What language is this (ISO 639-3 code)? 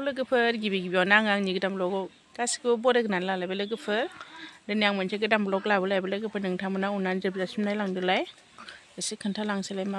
brx